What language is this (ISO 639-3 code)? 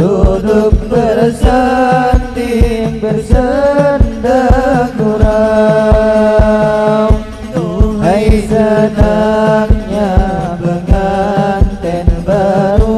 bjn